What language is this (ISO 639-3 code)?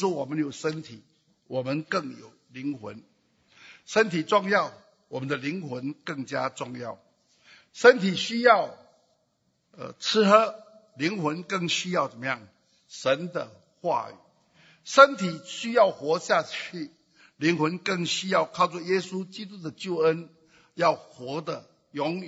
zho